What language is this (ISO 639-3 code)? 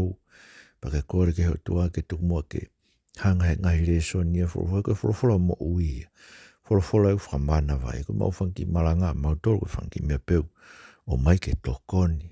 ton